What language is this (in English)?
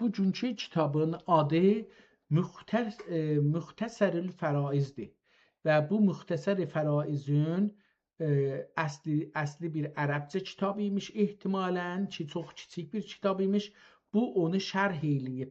South Azerbaijani